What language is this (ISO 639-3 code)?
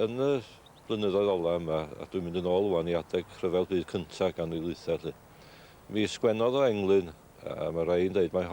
cym